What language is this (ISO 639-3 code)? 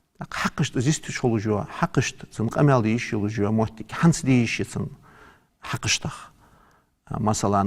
inh